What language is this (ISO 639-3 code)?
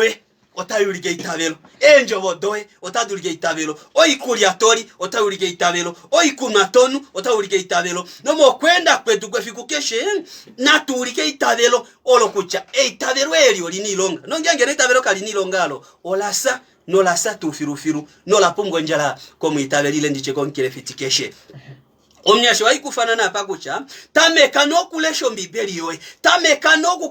kua